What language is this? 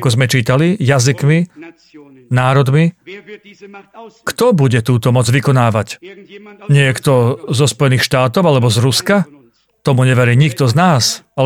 Slovak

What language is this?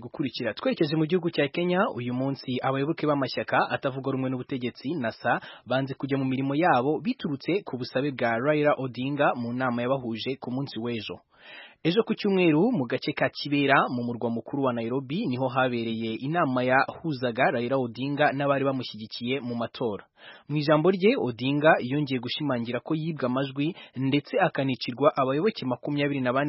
Kinyarwanda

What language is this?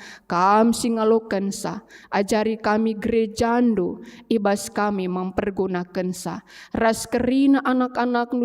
Batak Karo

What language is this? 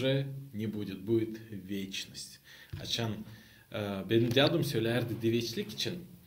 Gagauz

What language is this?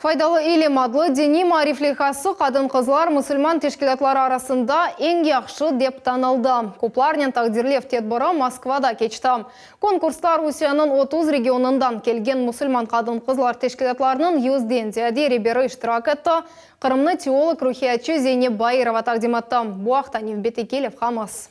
Crimean Tatar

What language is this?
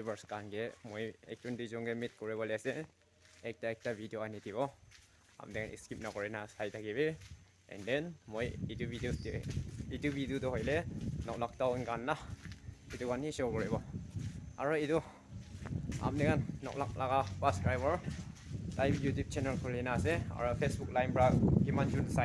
Naga Pidgin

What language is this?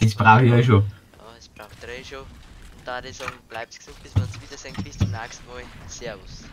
Bavarian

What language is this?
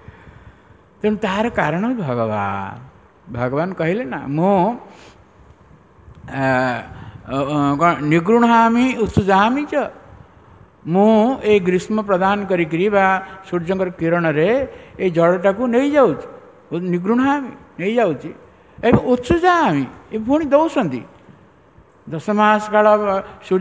Odia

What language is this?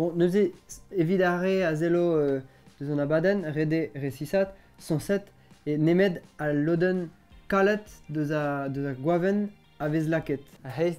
Breton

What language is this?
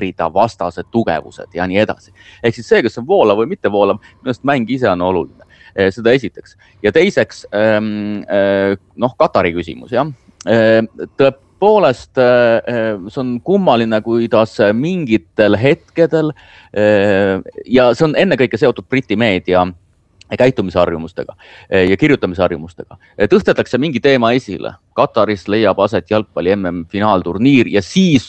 Estonian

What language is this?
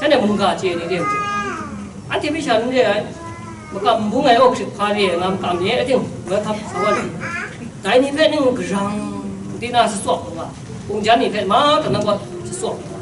Kachin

